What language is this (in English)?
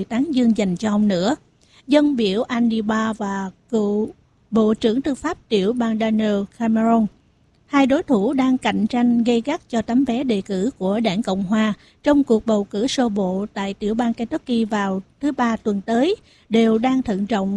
Vietnamese